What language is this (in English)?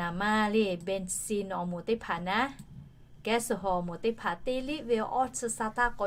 Lahu